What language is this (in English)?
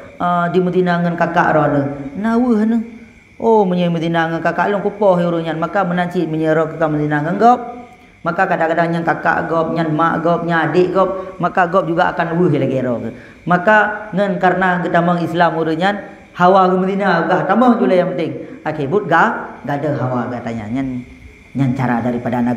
Achinese